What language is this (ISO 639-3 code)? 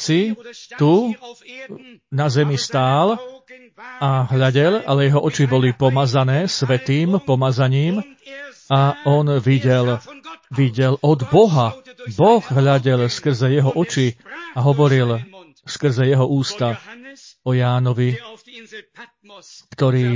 slk